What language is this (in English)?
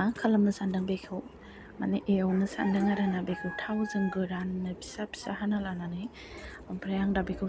Bodo